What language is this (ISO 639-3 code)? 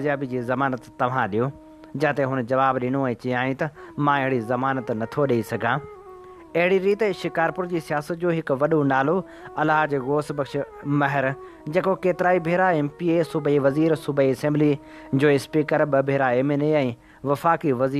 snd